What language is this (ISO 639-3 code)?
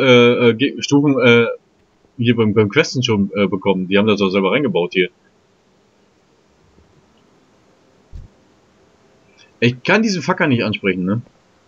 deu